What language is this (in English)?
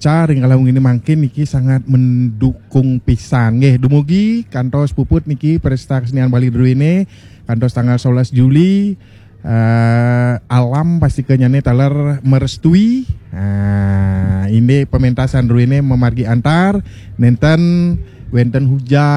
Balinese